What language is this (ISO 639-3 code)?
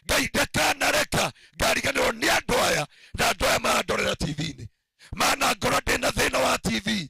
kik